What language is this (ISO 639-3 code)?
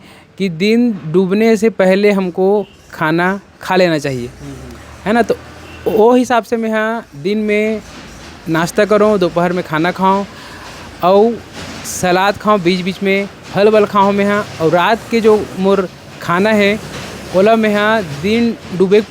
hne